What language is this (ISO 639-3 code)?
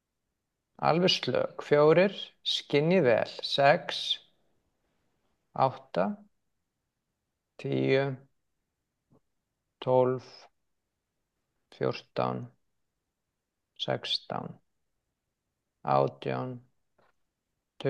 isl